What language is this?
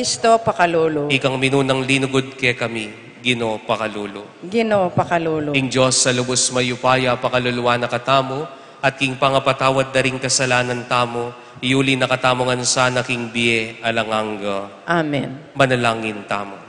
Pampanga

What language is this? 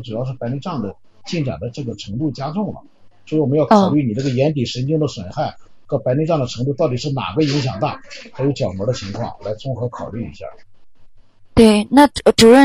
Chinese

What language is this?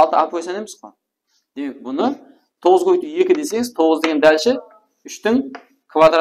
Kara-Kalpak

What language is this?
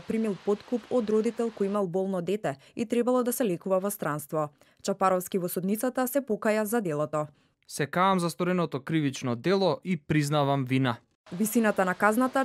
Macedonian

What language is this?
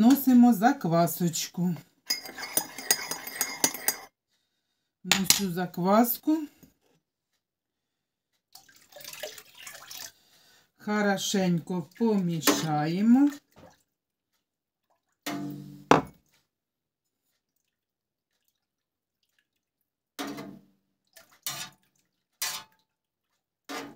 Ukrainian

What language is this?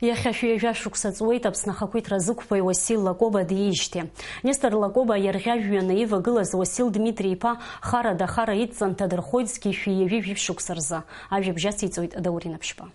Abkhazian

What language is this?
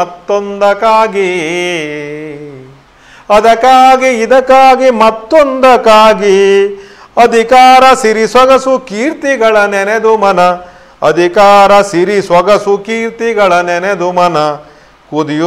Kannada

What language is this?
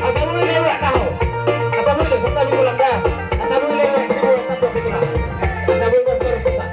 Batak Toba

